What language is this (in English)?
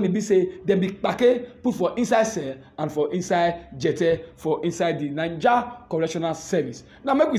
Nigerian Pidgin